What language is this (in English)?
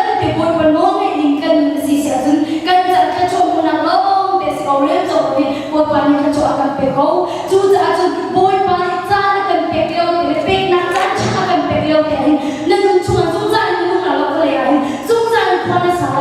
Hakha Chin